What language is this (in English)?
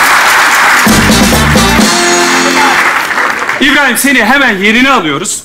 Turkish